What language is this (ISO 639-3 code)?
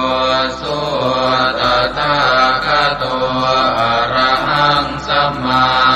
pli